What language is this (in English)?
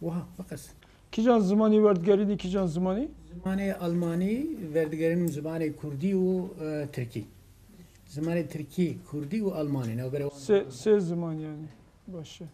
Kurdish